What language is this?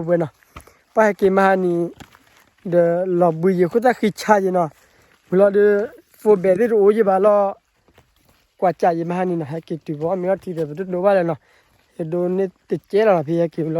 S'gaw Karen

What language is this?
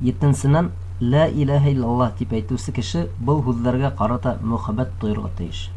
Bashkir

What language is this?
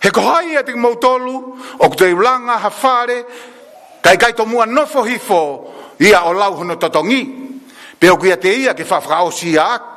Tongan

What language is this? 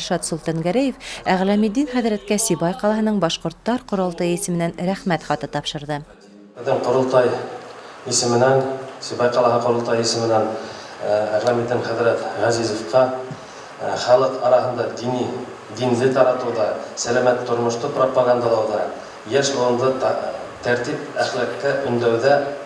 Bashkir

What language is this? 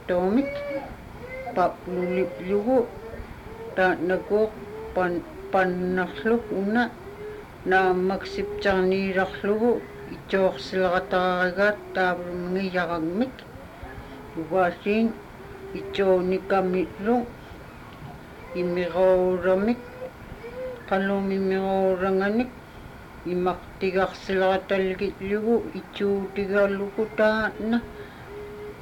Inupiaq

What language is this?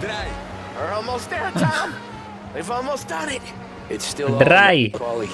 Swiss German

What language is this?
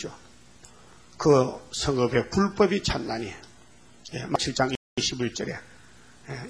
Korean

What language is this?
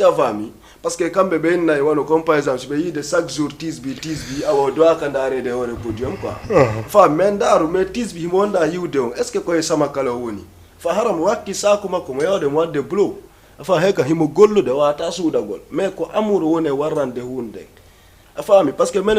Fula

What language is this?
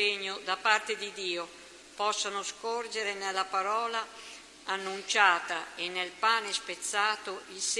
Italian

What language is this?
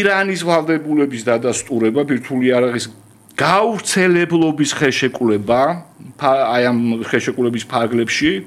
Georgian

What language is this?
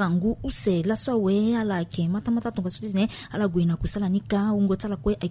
Sango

